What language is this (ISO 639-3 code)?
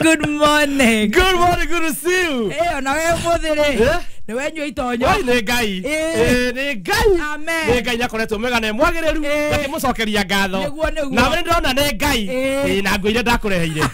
kik